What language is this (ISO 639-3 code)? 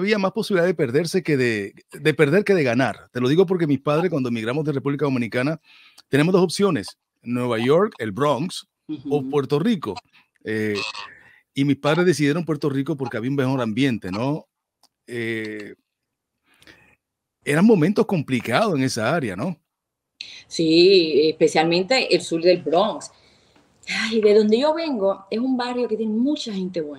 spa